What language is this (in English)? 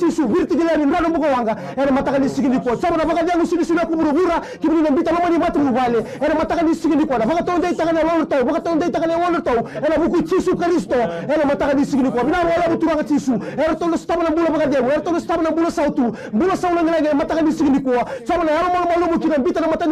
Fijian